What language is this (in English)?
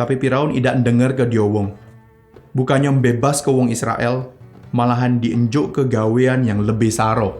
Musi